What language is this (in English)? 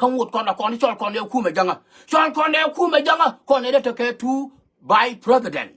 Nuer